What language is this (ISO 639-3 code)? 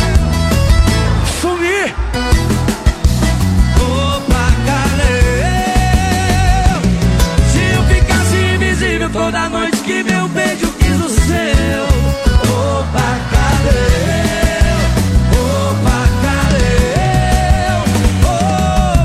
por